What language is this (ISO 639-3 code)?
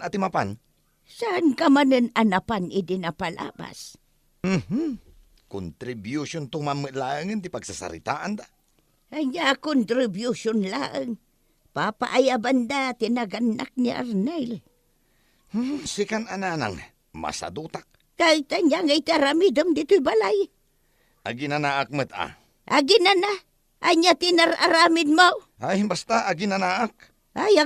ilo